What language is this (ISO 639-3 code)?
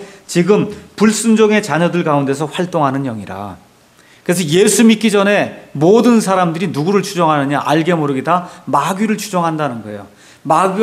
kor